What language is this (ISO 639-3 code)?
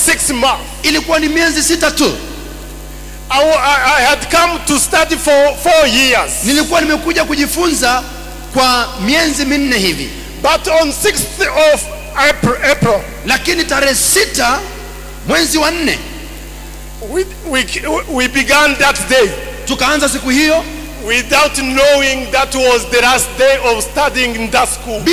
swa